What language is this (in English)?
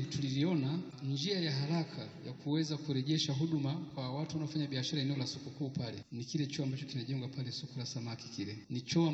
Swahili